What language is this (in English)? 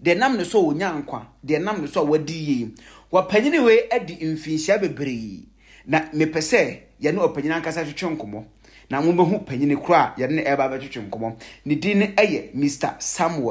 Akan